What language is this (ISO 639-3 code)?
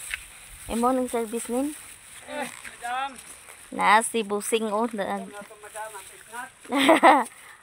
ceb